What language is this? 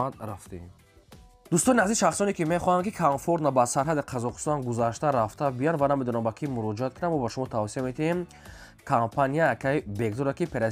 Tajik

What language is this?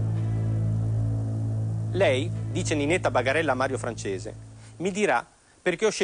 Italian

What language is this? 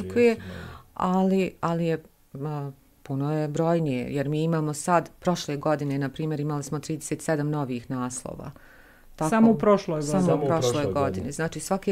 Bosnian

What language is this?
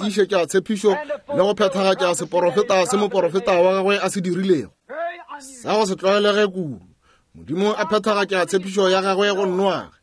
Northern Sotho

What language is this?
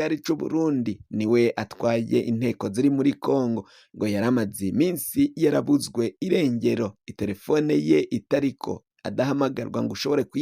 Rundi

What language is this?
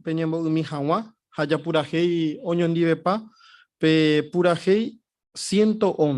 Guarani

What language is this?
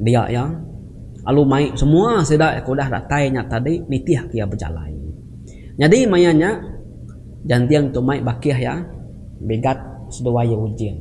Iban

